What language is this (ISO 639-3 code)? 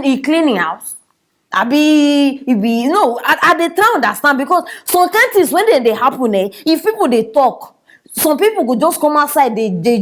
pcm